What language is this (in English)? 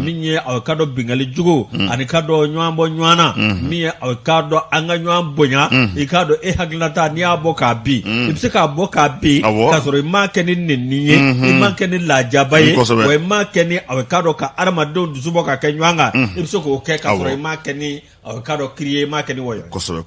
Bambara